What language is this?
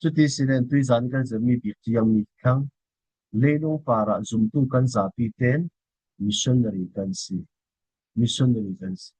Falam Chin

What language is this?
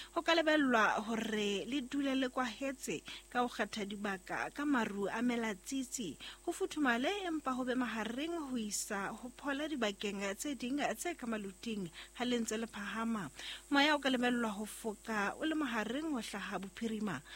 Southern Sotho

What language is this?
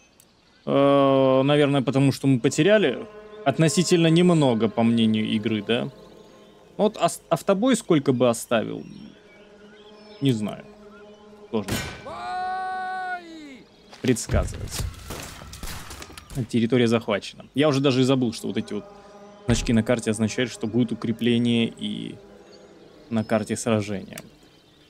Russian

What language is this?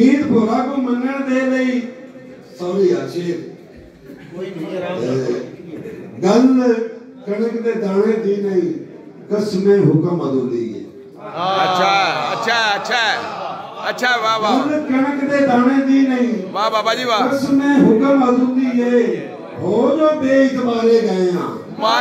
Punjabi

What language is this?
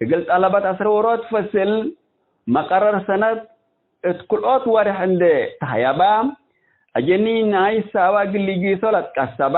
Tigre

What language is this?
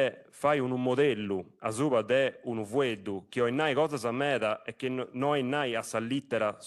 Sardinian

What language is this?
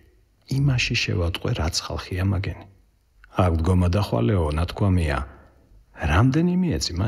Georgian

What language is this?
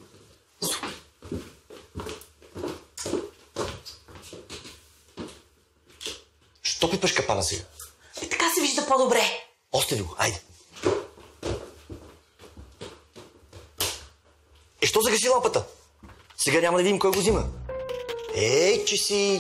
Bulgarian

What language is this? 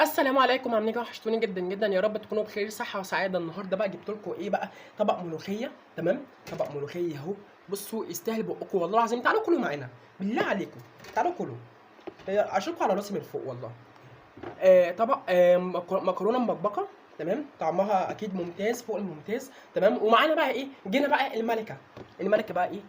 Egyptian Arabic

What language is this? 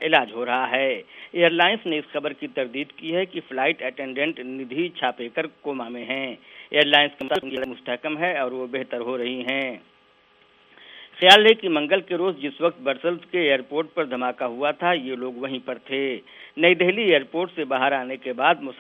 Urdu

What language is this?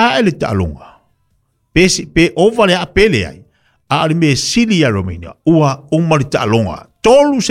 Samoan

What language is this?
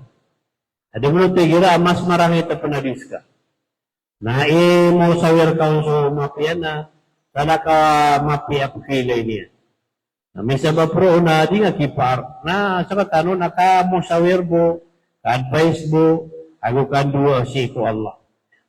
Maranao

